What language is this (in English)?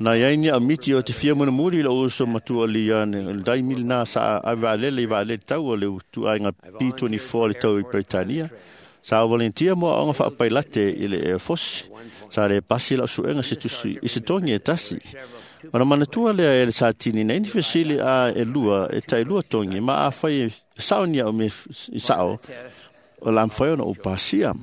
Samoan